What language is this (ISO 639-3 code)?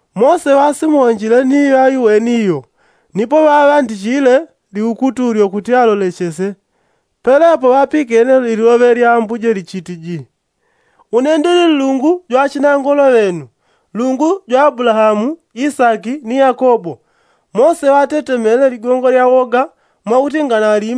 yao